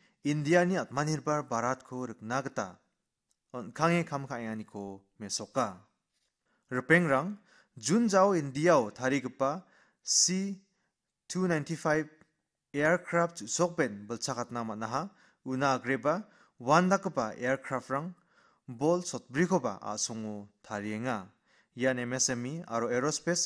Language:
Garo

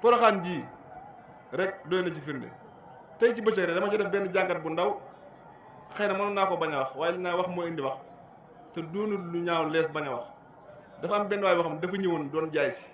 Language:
Wolof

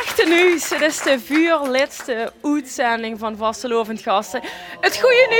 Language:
Limburgish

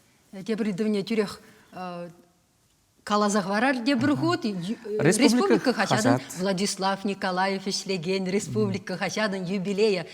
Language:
Chuvash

